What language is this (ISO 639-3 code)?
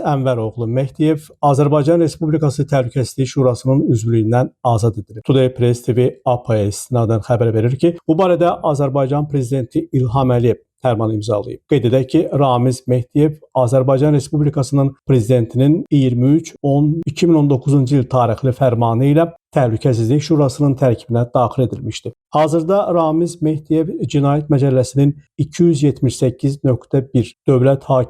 aze